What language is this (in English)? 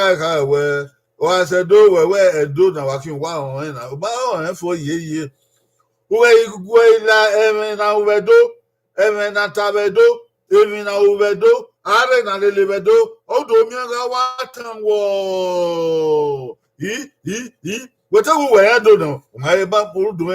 Bini